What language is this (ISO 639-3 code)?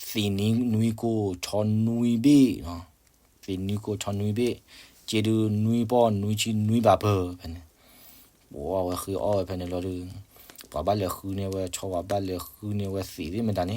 ksw